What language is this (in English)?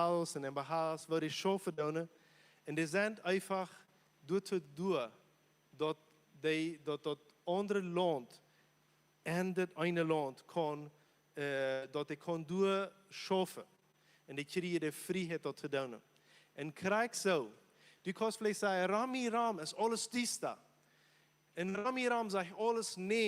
Plautdietsch